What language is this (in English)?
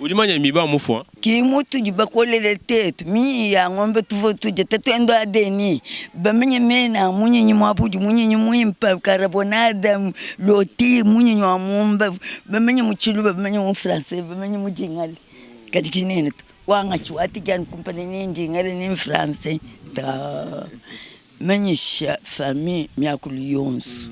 Luba-Lulua